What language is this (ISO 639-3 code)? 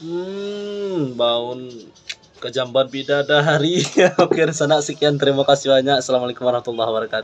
min